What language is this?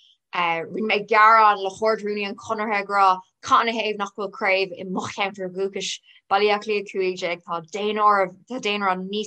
Irish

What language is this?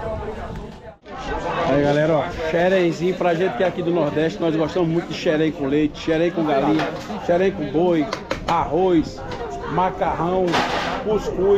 Portuguese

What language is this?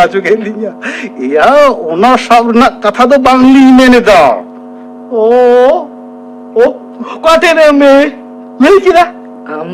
Santali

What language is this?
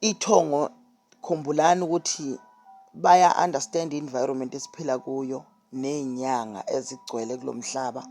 Zulu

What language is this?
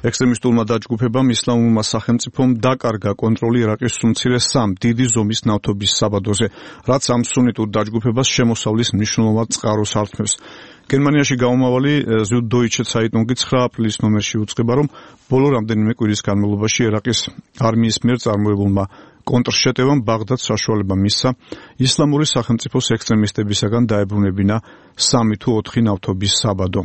Georgian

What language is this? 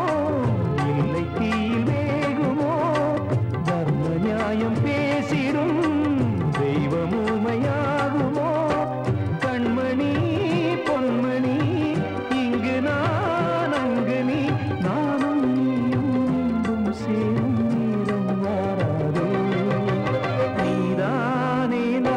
Tamil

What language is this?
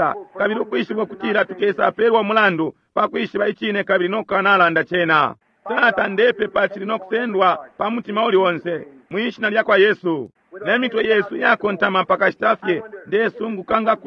Bemba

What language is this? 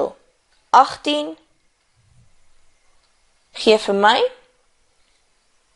Afrikaans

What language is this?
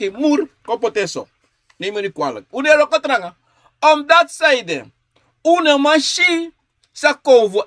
Sranan Tongo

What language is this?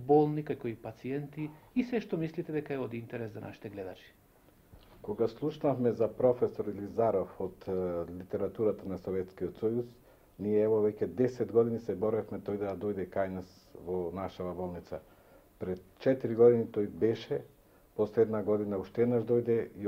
Macedonian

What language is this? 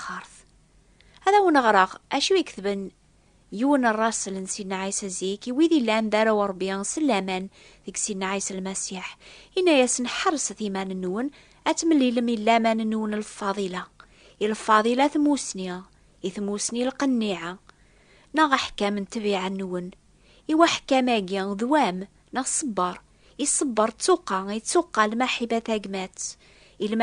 Kabyle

